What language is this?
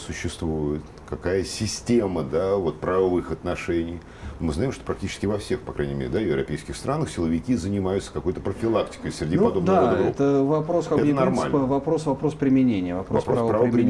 Russian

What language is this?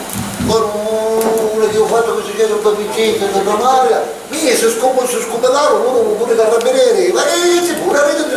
Sicilian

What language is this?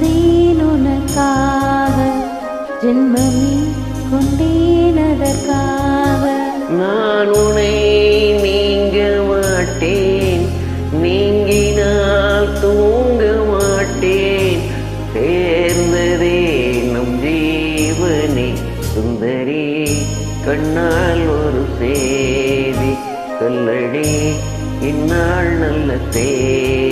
Tamil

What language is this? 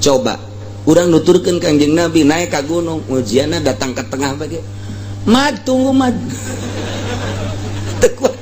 Sundanese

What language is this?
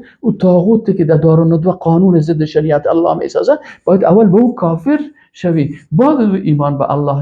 Persian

